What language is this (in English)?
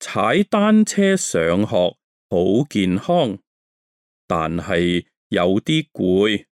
Cantonese